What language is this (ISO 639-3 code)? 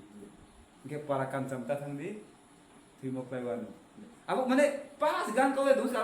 ria